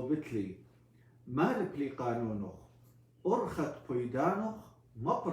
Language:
Assyrian Neo-Aramaic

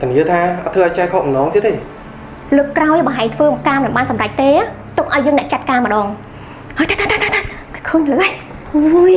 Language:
Khmer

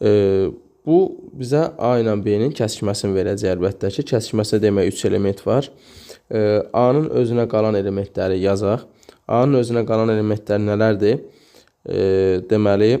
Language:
Azerbaijani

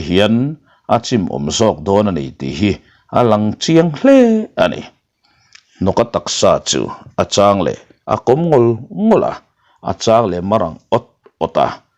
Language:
Mizo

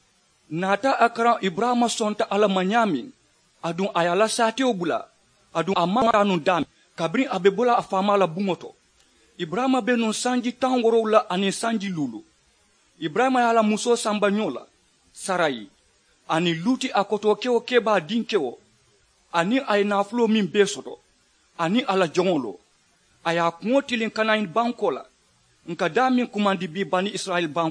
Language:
Mandingo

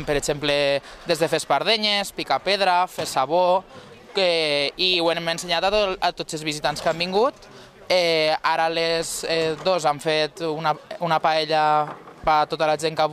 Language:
Catalan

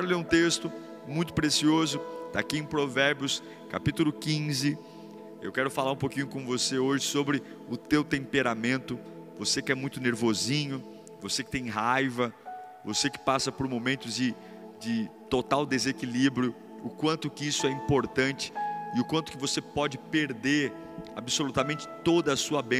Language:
Portuguese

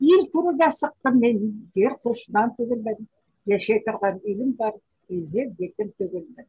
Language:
Bashkir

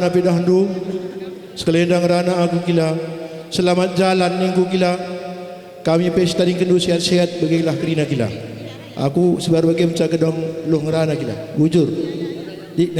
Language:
Batak Karo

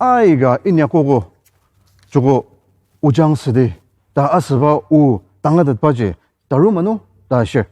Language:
Ao Naga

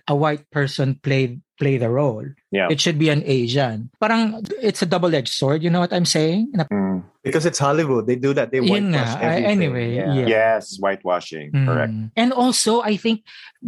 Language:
Filipino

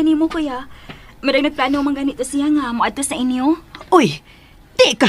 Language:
Cebuano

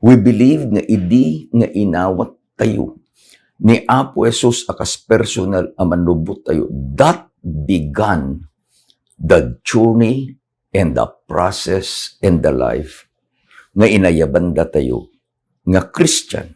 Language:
Iloko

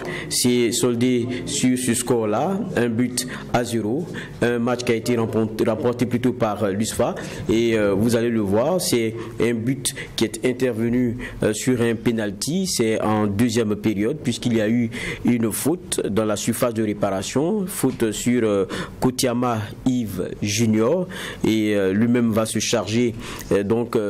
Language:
French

